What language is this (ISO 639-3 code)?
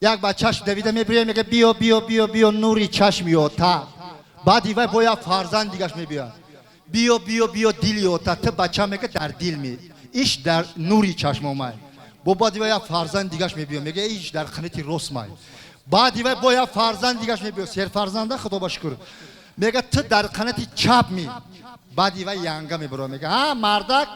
tgk